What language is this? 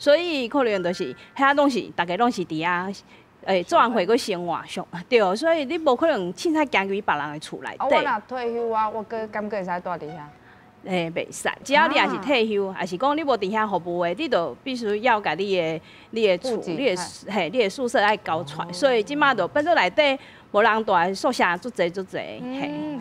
Min Nan Chinese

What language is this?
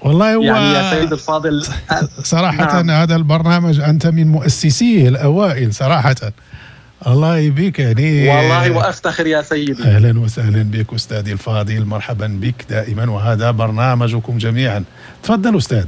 Moroccan Arabic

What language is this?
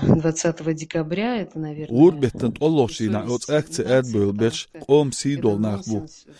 Chechen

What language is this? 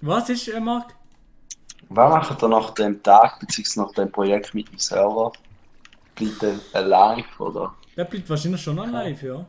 Swiss German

